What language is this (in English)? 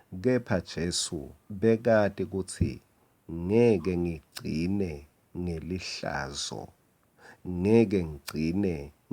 Swati